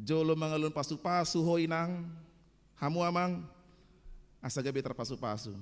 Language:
Batak Toba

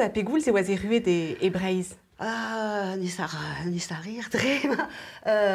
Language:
Breton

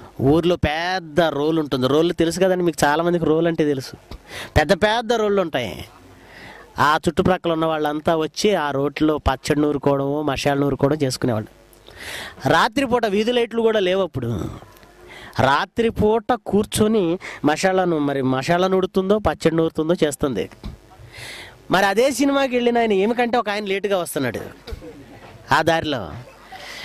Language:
Telugu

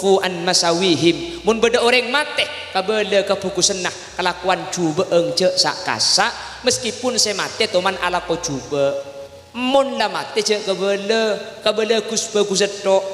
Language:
Madurese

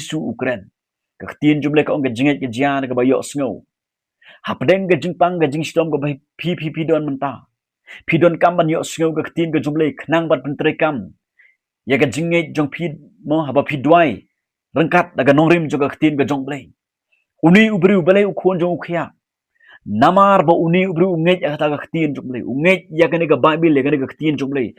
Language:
Khasi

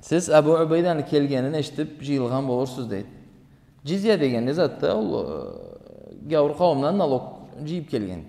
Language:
Karachay-Balkar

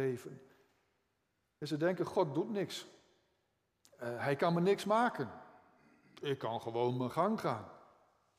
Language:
Dutch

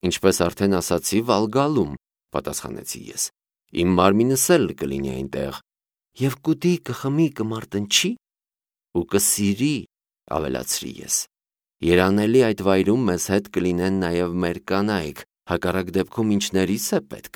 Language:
Armenian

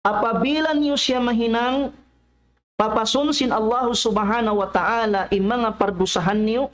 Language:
Tausug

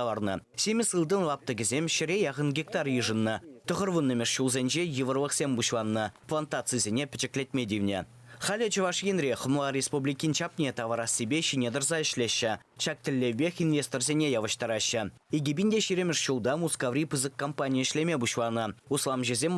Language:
Chuvash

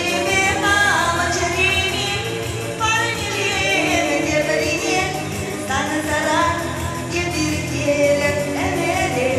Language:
Chuvash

